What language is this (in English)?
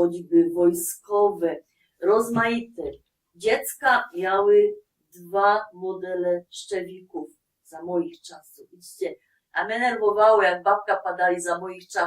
Silesian